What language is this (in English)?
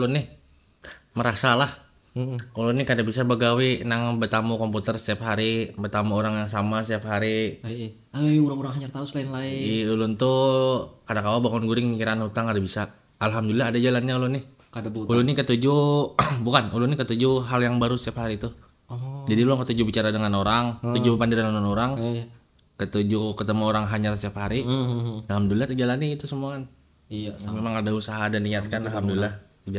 Banjar